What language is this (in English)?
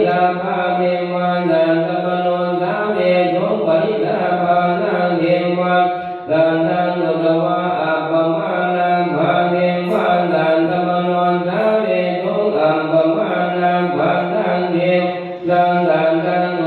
Pali